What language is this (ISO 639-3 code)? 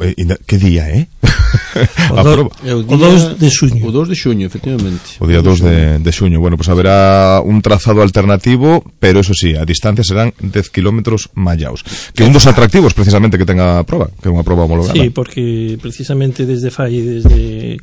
glg